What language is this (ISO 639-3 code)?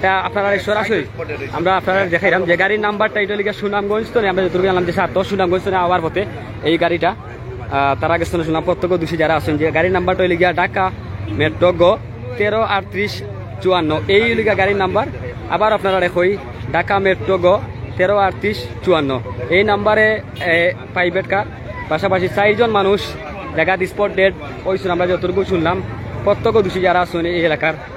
syl